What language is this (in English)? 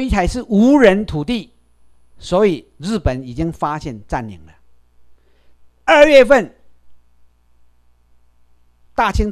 Chinese